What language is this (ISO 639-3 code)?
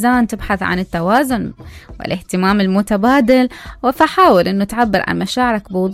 acm